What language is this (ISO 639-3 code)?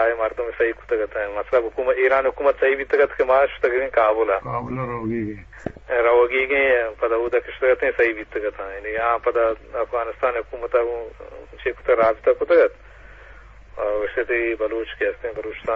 bgp